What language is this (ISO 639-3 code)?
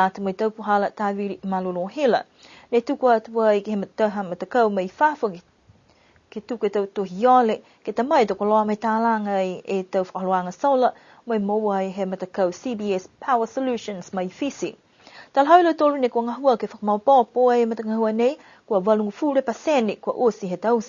niu